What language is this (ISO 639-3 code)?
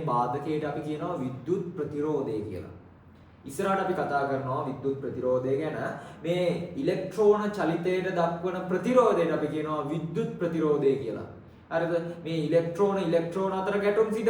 sin